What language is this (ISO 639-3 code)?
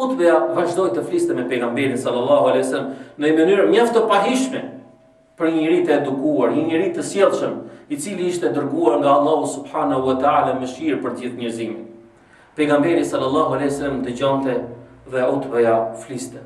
sqi